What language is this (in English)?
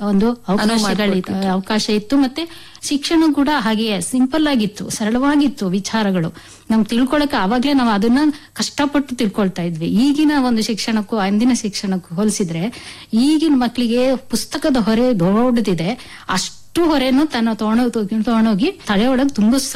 Kannada